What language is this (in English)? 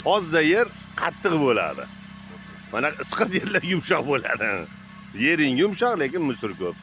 Uzbek